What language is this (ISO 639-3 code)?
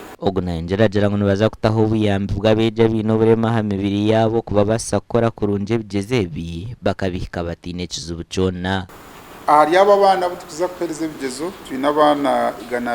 nyn